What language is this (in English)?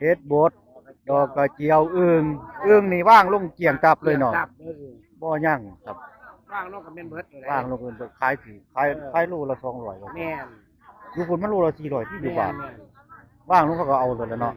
Northeastern Thai